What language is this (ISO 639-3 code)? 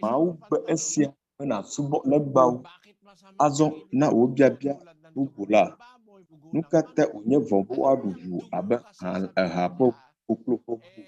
ewe